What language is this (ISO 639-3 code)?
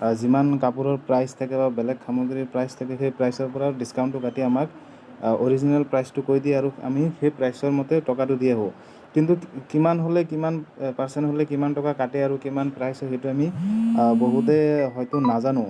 asm